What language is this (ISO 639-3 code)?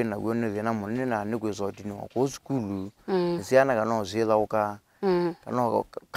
kam